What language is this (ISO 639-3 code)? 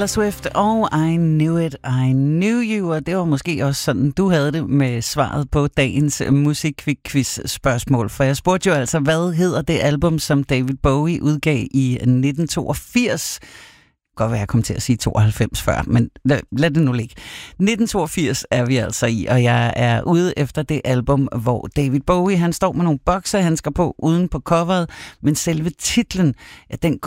dan